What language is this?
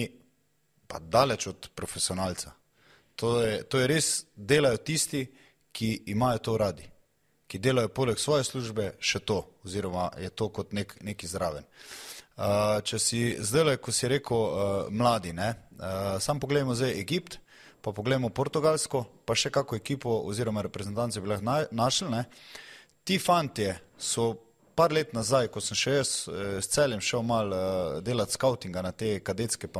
Slovenian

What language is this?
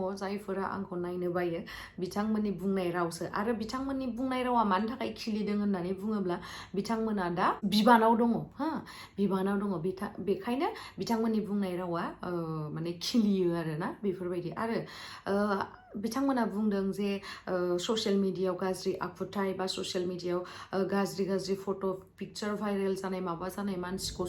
Bodo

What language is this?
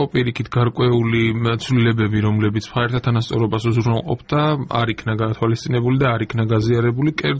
Georgian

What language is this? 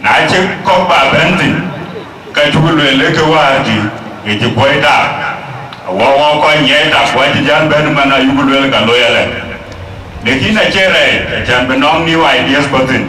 Dinka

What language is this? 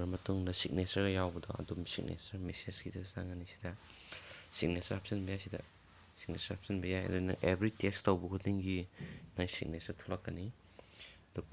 Manipuri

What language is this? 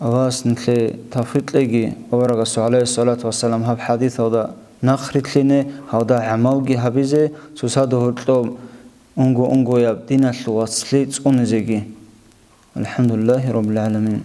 Avaric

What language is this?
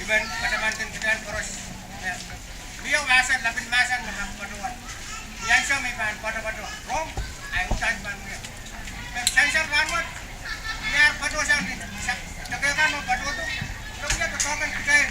Pohnpeian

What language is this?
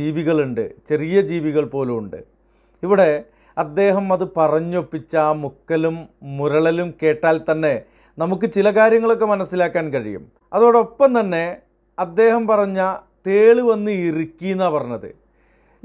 Malayalam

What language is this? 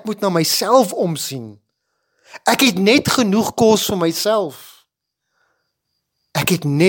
Afrikaans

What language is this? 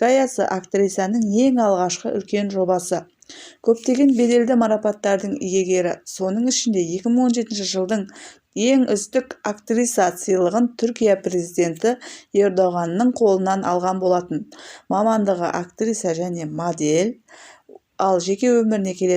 Kazakh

